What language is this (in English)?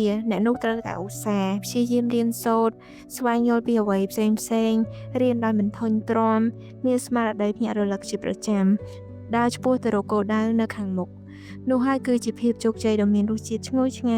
Khmer